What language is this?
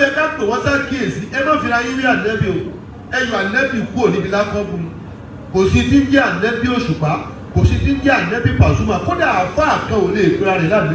Yoruba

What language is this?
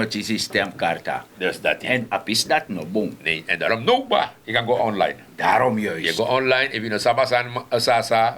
Sranan Tongo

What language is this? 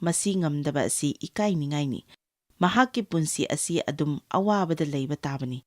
Manipuri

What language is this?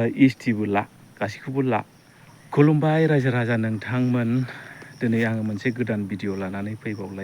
Bodo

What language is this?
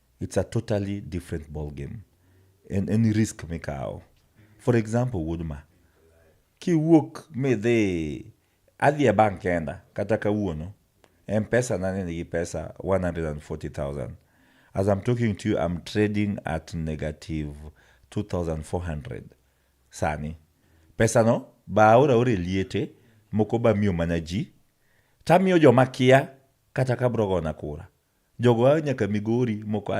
Luo (Kenya and Tanzania)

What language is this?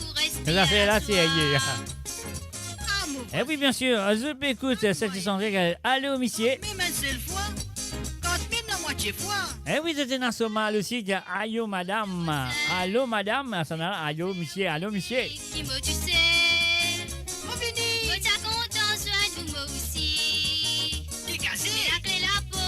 Morisyen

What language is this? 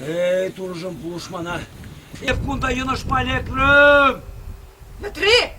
Chuvash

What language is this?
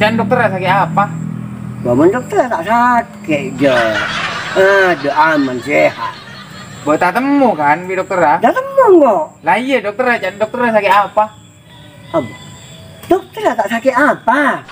Madurese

